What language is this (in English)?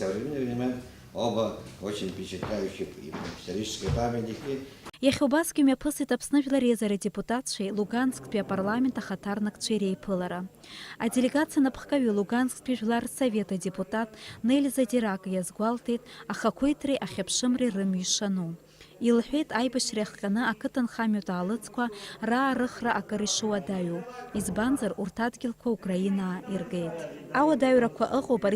Abkhazian